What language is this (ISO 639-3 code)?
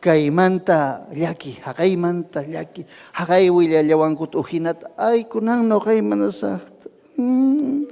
quy